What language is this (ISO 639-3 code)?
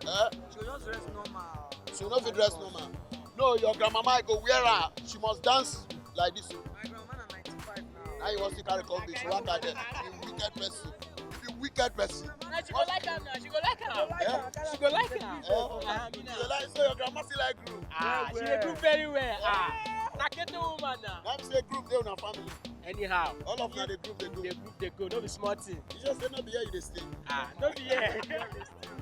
pcm